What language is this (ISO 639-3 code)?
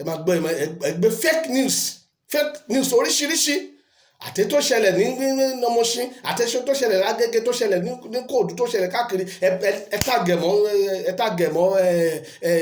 yor